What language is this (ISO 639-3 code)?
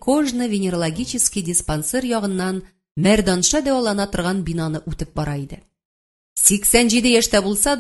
tat